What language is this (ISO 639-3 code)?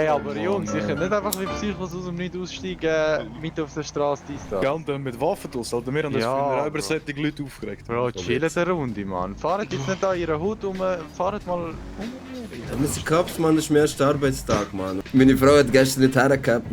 gsw